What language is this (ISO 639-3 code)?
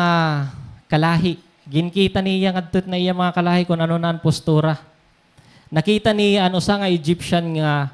war